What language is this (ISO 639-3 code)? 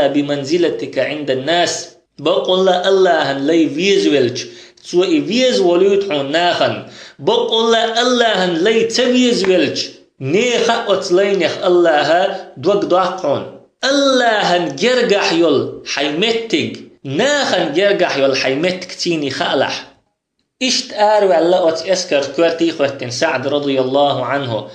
che